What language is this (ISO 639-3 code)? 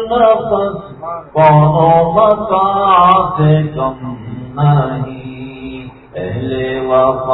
urd